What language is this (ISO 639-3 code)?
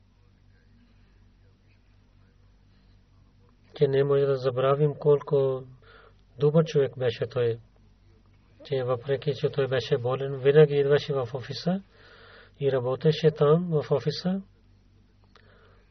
bul